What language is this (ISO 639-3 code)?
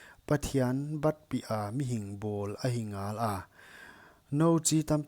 pck